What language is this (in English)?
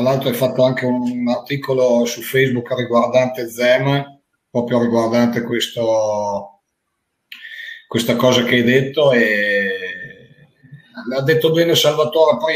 Italian